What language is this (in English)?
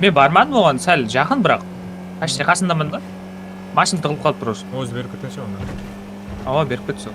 Kara-Kalpak